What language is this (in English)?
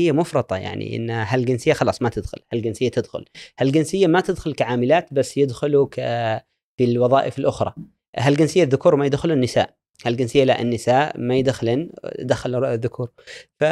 Gulf Arabic